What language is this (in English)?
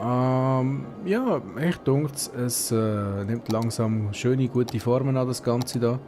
Swiss German